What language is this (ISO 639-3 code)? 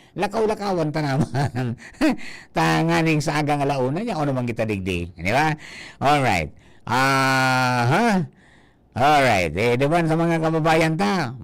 bik